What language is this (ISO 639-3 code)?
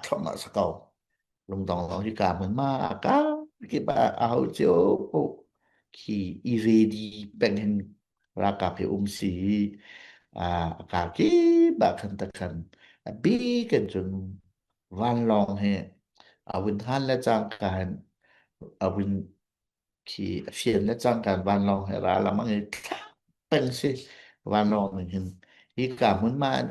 cnh